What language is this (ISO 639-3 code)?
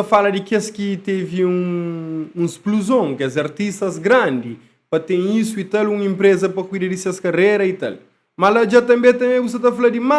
kea